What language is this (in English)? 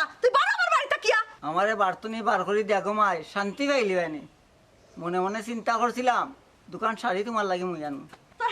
Sylheti